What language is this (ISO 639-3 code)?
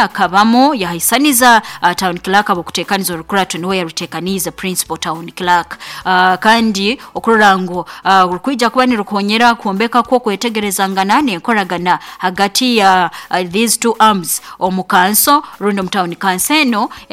nyo